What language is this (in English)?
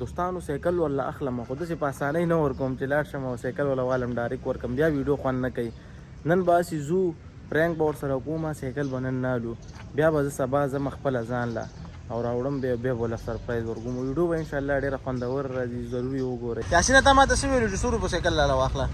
Pashto